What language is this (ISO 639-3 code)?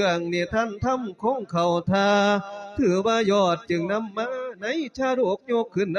lao